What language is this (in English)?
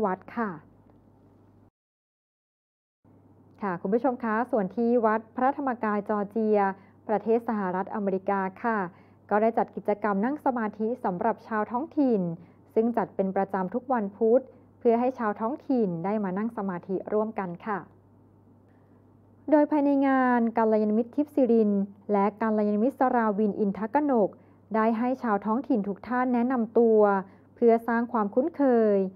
Thai